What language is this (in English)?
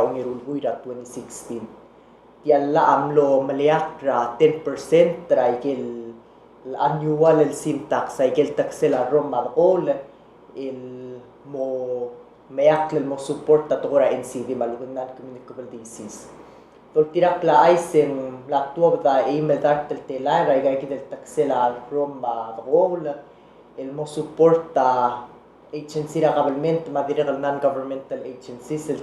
Palauan